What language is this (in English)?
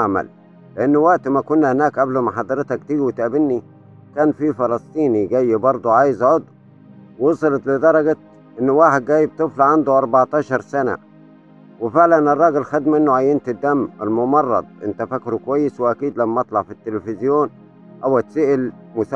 Egyptian Arabic